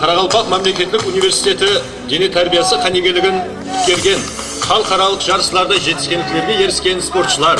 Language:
Kara-Kalpak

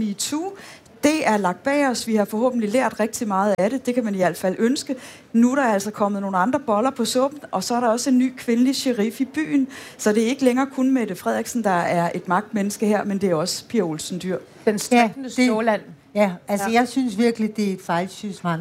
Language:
Danish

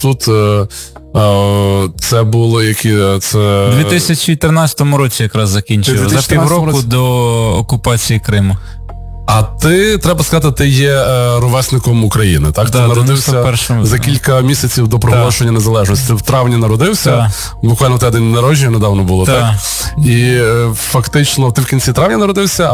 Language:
Ukrainian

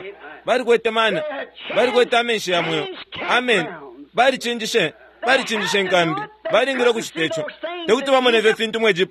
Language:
Bemba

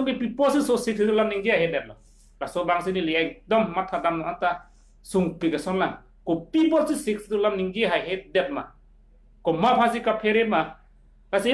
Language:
Karbi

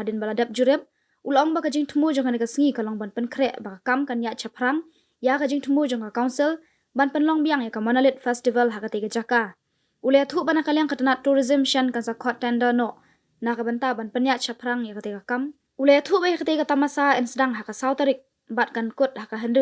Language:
Khasi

